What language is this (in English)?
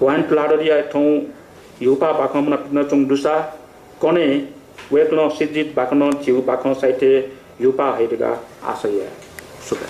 Newari